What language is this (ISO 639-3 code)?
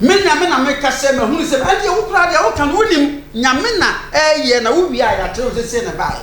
aka